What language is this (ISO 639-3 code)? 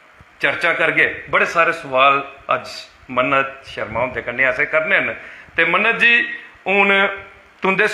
doi